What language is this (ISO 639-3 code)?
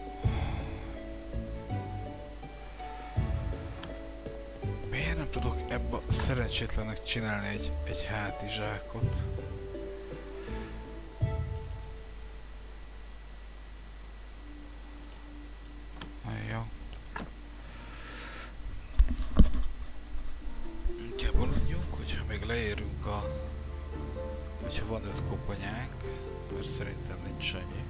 hun